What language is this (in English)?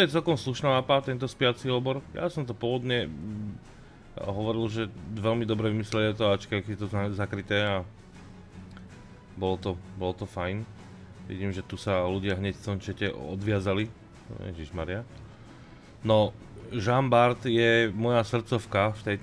Slovak